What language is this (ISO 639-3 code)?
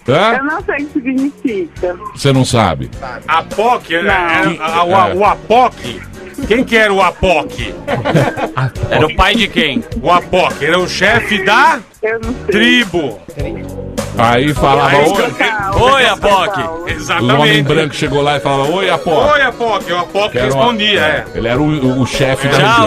por